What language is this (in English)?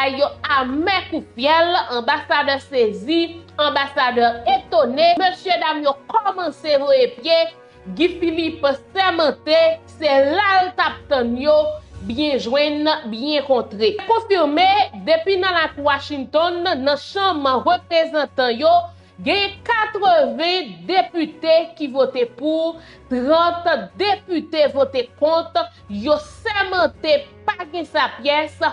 Haitian Creole